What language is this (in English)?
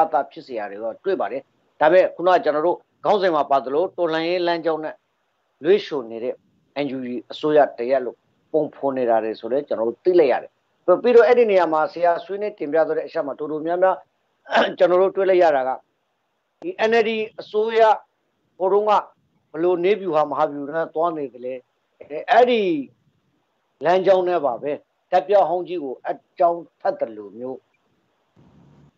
Burmese